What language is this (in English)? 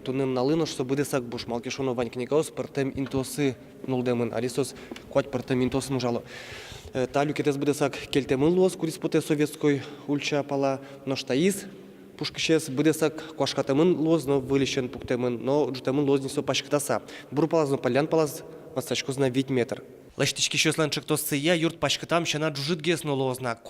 Udmurt